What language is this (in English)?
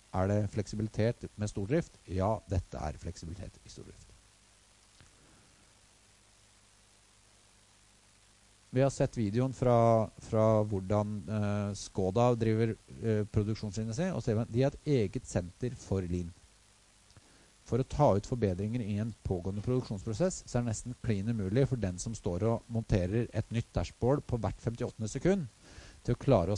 Norwegian